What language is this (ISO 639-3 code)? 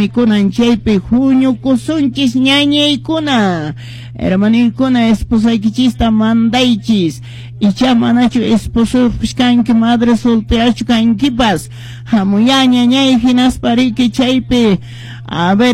que